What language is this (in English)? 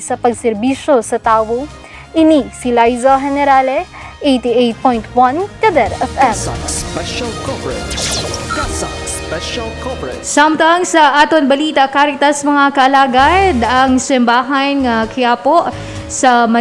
Hiligaynon